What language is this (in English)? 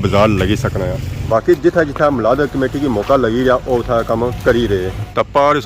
Pahari-Potwari